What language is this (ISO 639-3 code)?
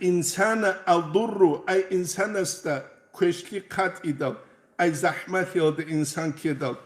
ava